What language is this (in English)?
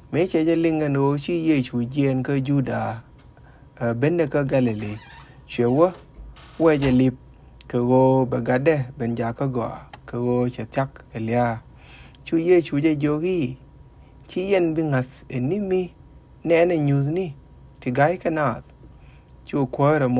Nuer